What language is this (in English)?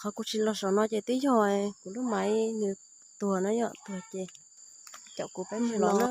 Hmong